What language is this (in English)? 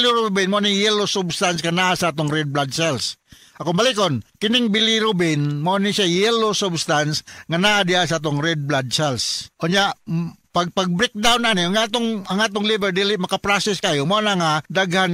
Cebuano